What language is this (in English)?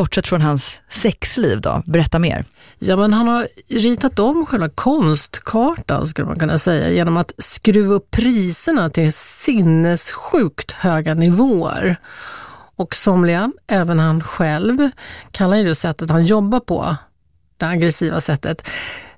Swedish